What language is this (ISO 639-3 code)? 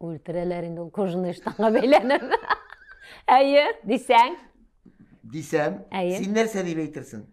tat